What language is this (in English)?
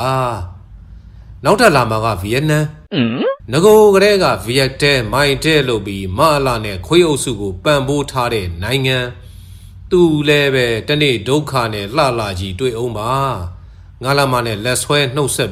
Burmese